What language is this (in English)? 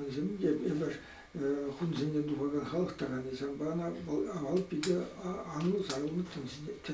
Chuvash